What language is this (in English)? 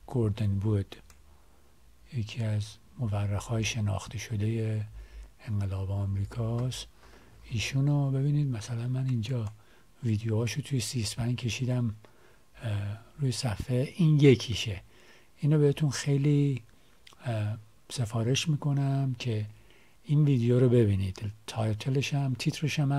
Persian